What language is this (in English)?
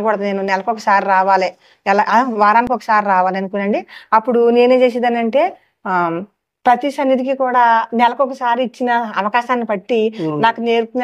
Telugu